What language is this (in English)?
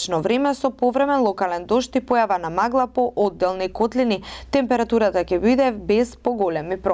Macedonian